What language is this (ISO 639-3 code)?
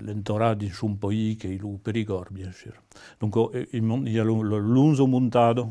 oci